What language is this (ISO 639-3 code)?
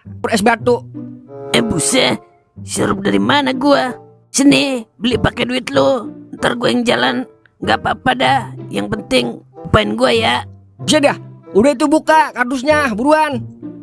bew